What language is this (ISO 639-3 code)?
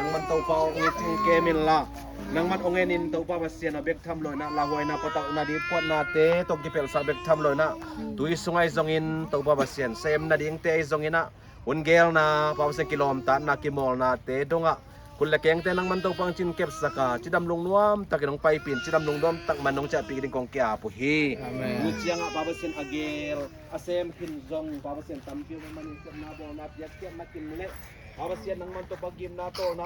ctd